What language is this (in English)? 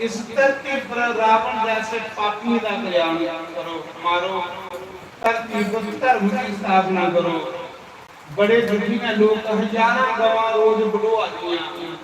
Dogri